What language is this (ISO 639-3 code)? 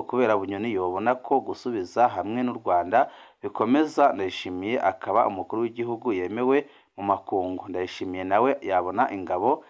run